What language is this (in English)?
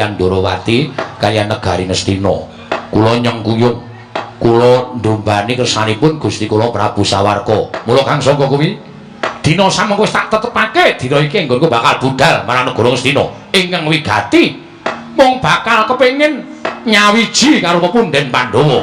Javanese